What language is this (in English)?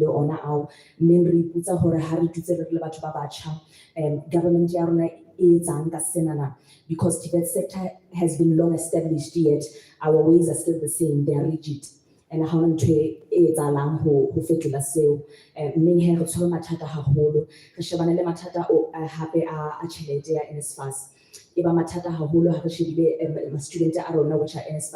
Southern Sotho